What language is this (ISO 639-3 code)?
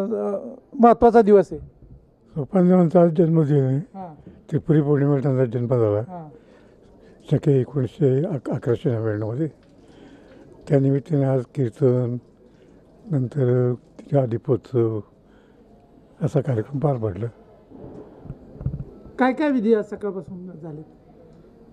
mar